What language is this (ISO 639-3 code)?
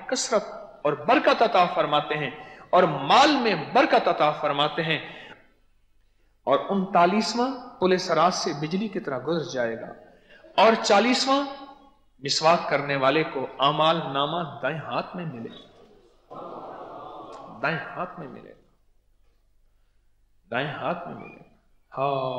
urd